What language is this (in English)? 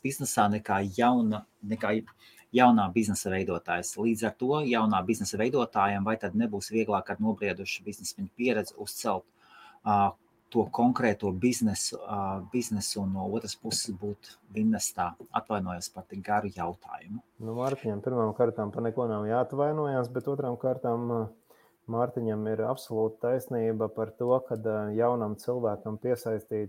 Latvian